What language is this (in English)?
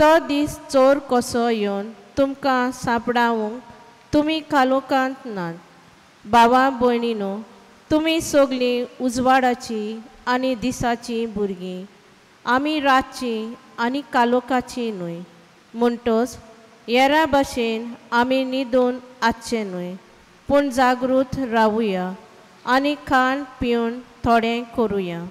Konkani